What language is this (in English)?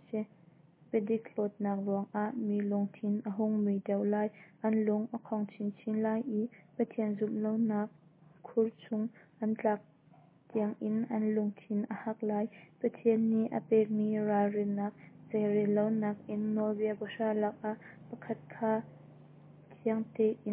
Hakha Chin